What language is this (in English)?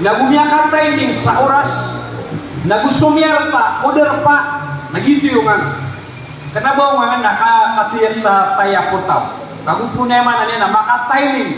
Maranao